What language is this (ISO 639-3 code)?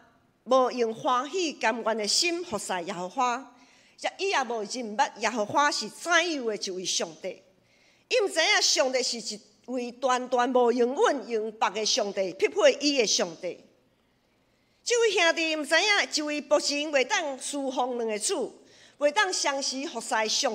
nan